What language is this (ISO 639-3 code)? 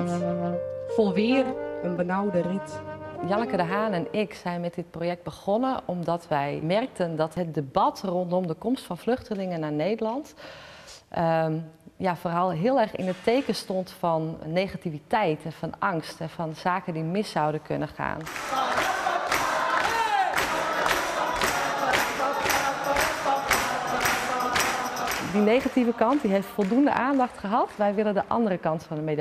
nld